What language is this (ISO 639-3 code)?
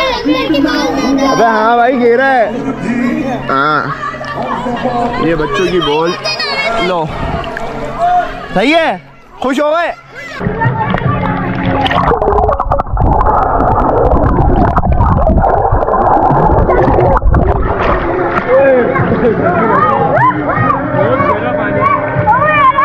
hin